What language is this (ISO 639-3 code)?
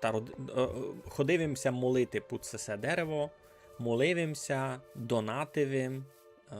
rue